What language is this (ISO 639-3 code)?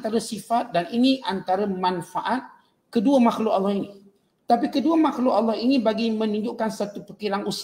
msa